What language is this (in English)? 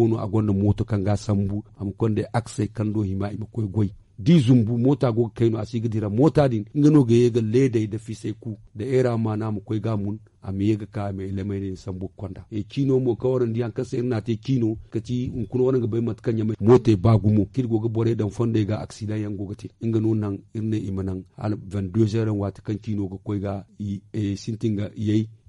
Zarma